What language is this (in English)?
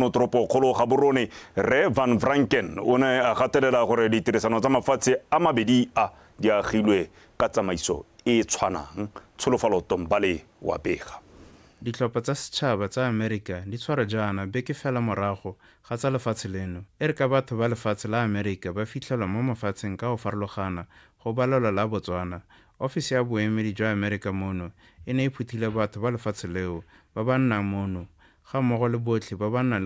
Tswana